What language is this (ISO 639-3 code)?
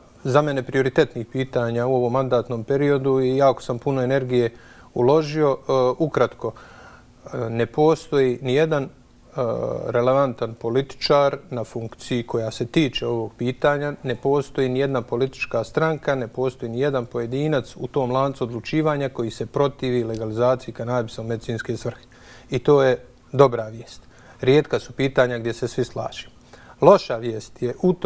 bos